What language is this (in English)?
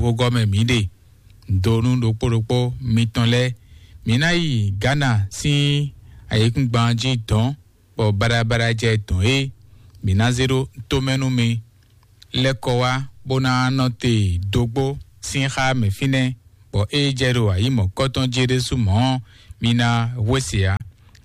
Fon